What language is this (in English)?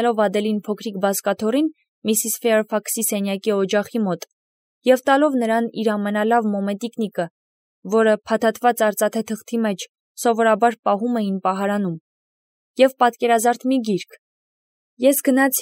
Armenian